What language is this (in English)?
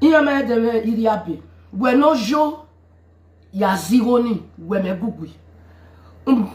Nigerian Pidgin